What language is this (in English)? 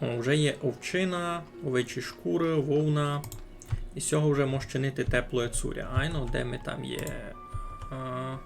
Rusyn